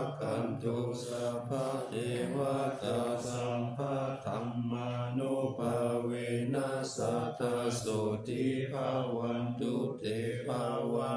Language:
Pali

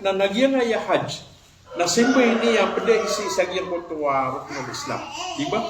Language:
Maranao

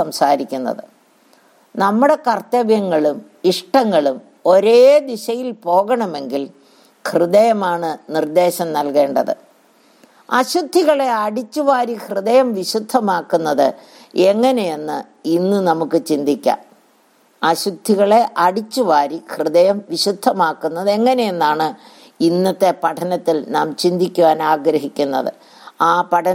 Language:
Malayalam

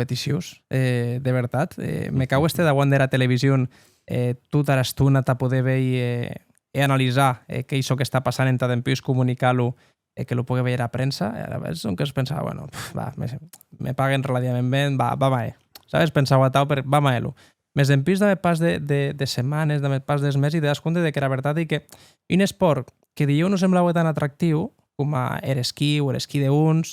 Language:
Occitan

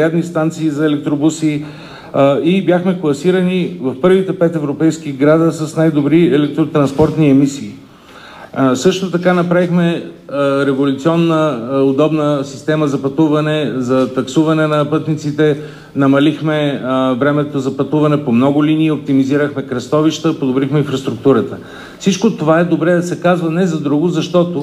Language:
Bulgarian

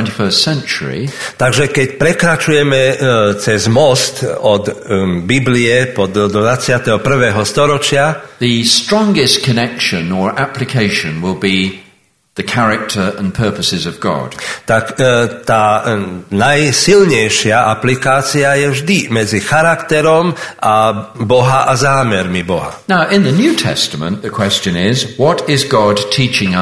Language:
Slovak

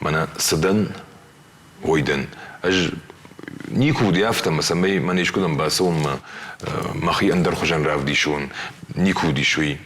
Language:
Ossetic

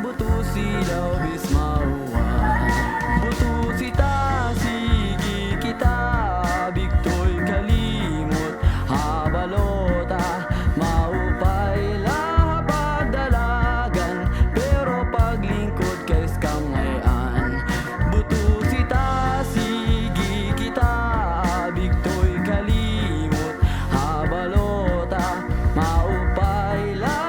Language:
Waray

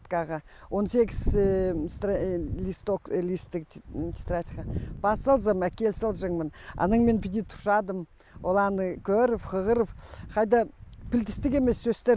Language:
Khakas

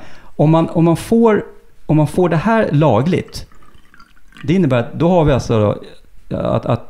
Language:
Swedish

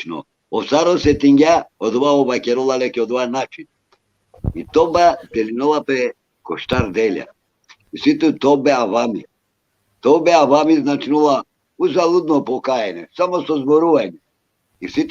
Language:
Balkan Romani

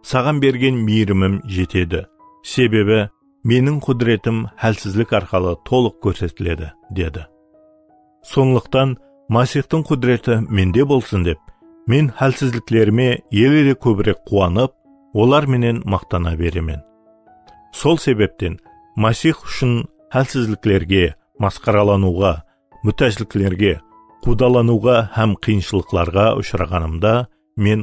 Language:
Kara-Kalpak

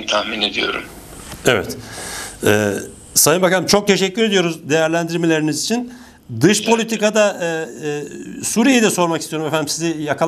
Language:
Turkish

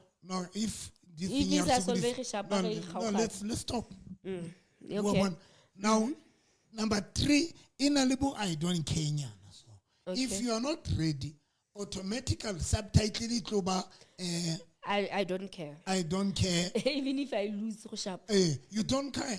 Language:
Southern Sotho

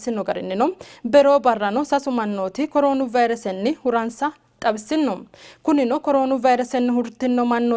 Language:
Sidamo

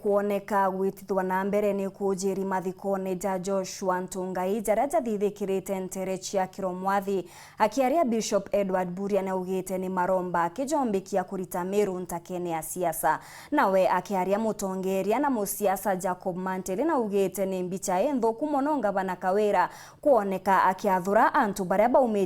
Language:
Meru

